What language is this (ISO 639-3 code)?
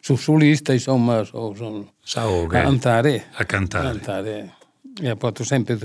srd